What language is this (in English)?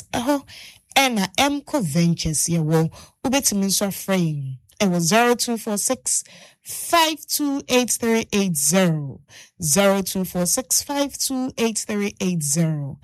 Akan